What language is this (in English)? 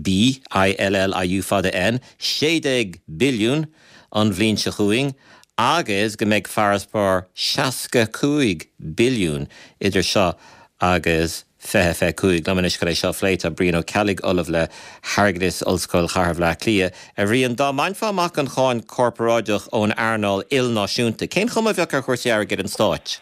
Irish